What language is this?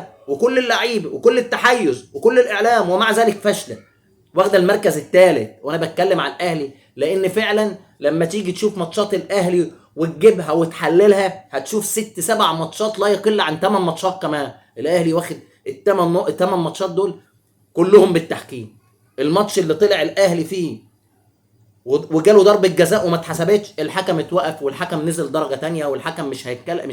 Egyptian Arabic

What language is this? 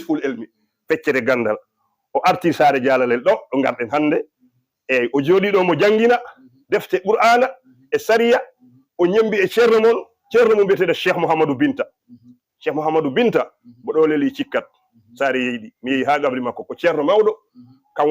Fula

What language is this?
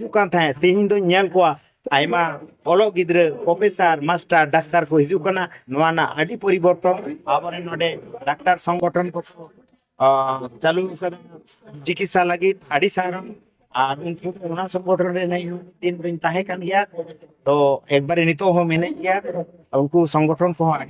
Santali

